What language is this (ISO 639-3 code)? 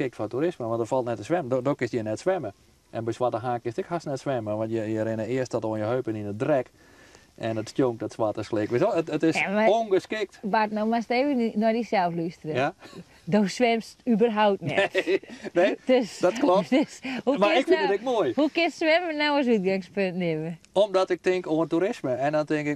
fry